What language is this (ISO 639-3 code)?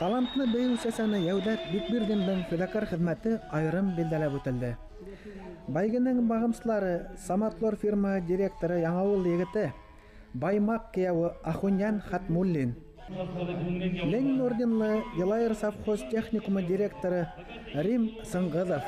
bak